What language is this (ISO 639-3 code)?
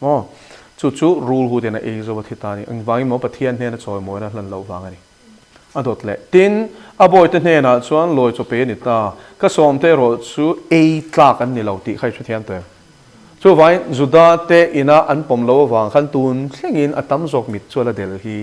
lus